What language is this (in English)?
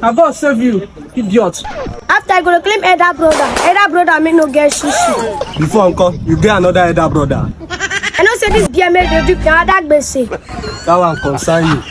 Nigerian Pidgin